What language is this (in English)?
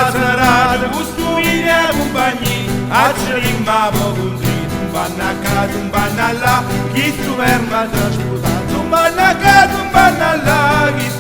Neapolitan